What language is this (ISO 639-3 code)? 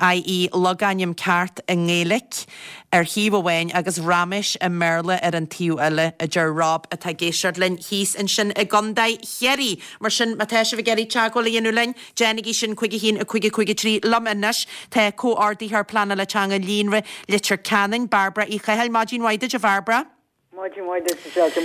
gle